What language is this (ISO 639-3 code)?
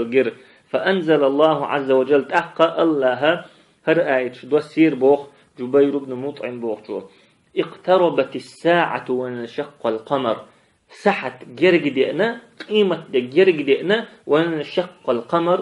che